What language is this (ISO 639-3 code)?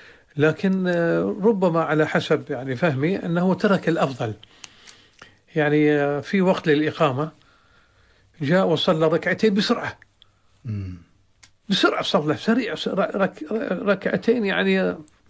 ara